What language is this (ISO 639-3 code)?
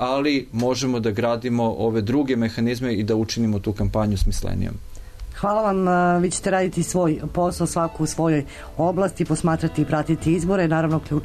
srp